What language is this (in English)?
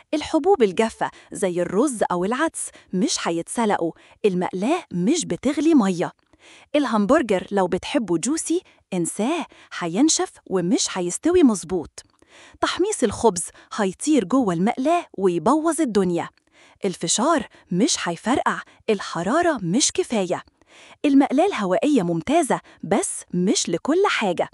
Egyptian Arabic